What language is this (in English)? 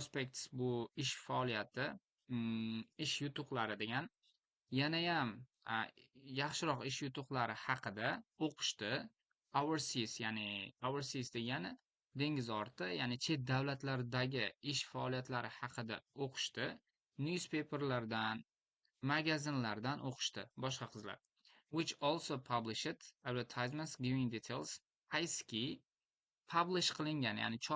Uzbek